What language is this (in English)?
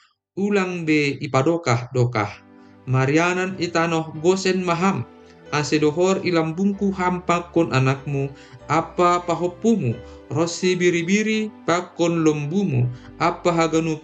Batak Simalungun